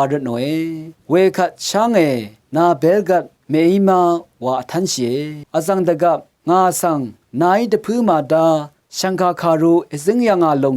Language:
Rawang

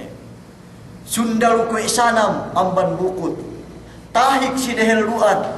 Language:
Yakan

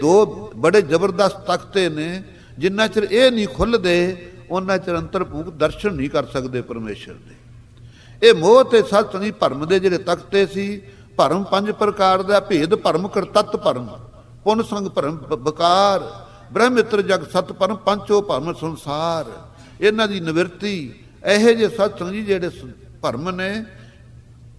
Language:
Punjabi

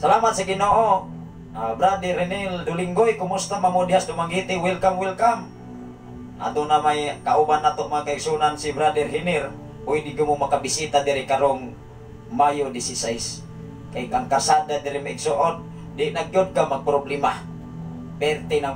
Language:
Cebuano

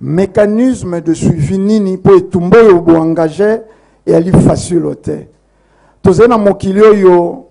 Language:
Lingala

